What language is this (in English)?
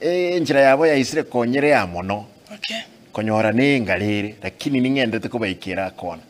Gusii